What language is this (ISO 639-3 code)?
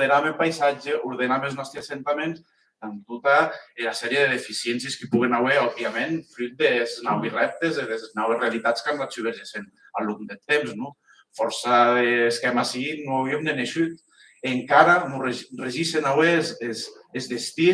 oci